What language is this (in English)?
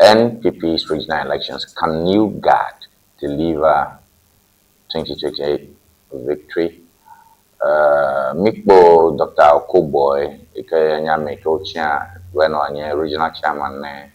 Ewe